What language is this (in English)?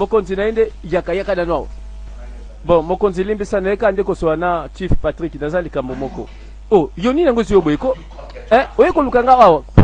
Lingala